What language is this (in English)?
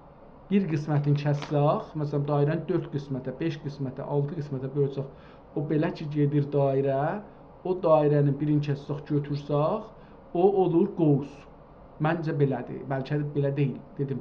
South Azerbaijani